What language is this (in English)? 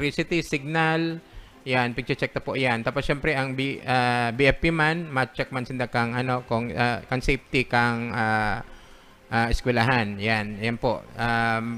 Bikol